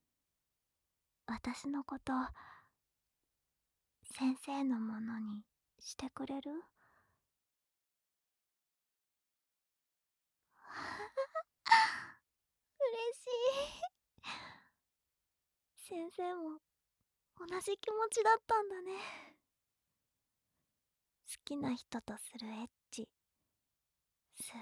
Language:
Japanese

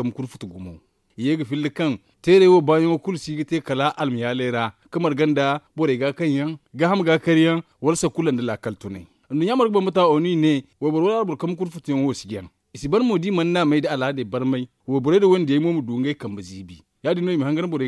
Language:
Zarma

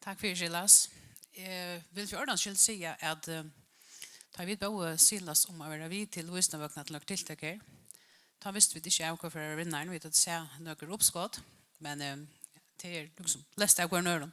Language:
Faroese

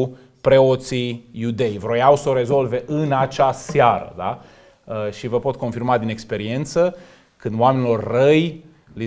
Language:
Romanian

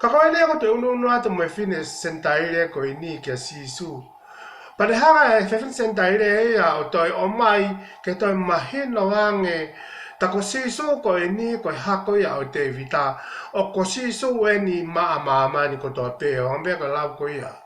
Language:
Tongan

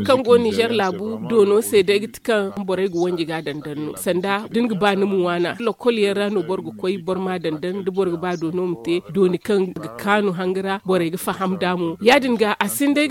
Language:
Zarma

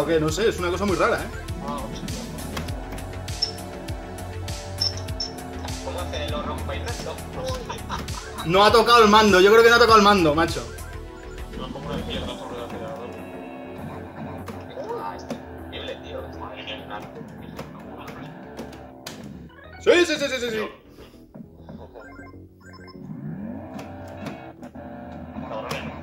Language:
Spanish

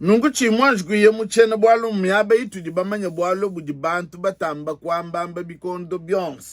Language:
Luba-Lulua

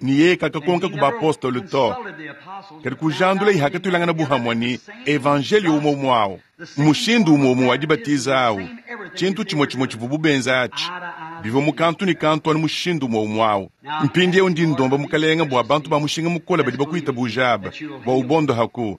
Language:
Luba-Lulua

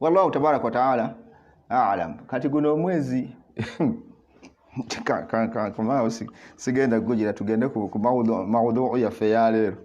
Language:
Ganda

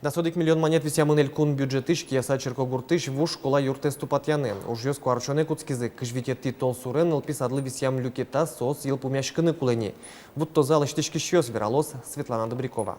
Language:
Udmurt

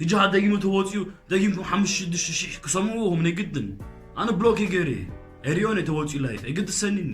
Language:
Tigrinya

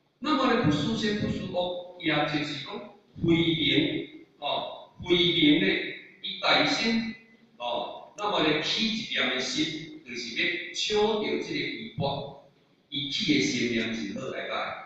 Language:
Min Nan Chinese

